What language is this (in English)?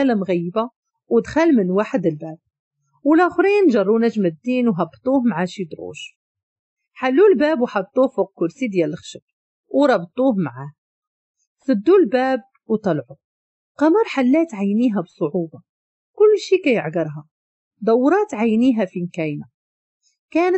Moroccan Arabic